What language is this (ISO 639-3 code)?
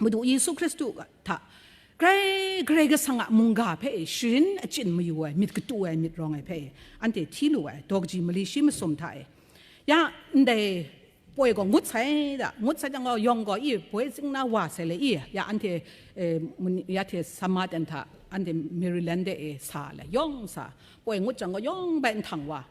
kac